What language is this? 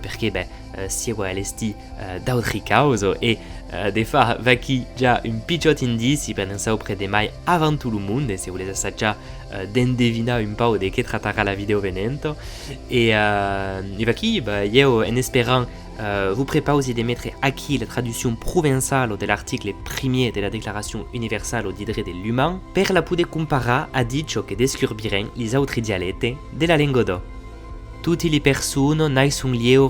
Occitan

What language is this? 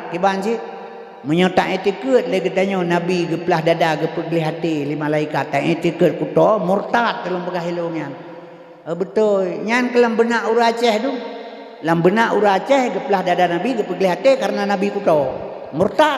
Achinese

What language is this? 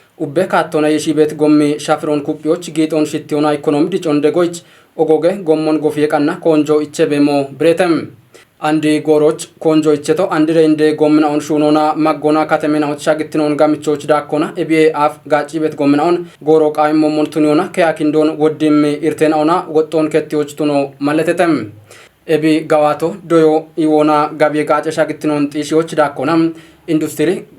Kafa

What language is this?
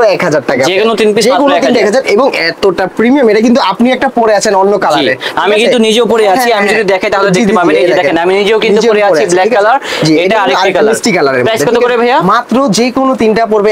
Bangla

